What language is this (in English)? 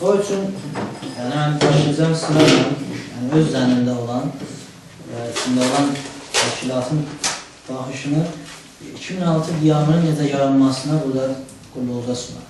South Azerbaijani